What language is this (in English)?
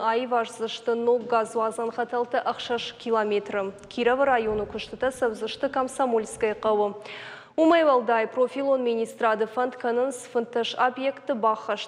Ossetic